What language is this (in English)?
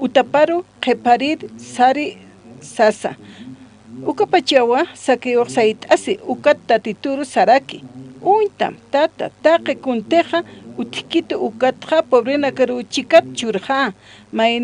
Aymara